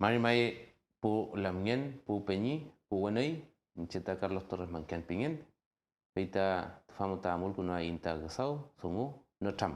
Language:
Mapuche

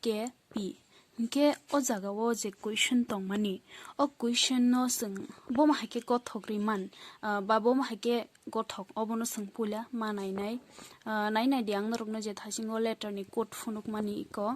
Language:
Kok Borok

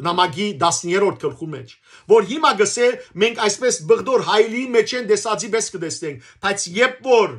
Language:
Western Armenian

